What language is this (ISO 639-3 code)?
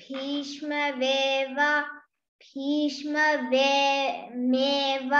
san